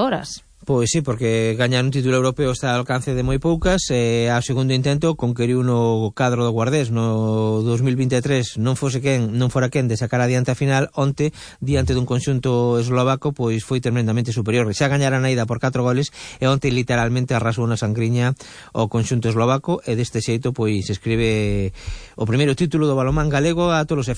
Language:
Galician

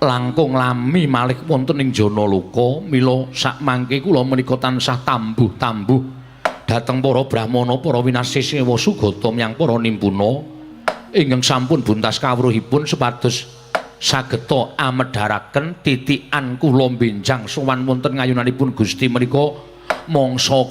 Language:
Javanese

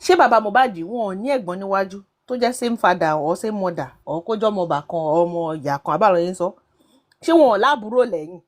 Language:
Yoruba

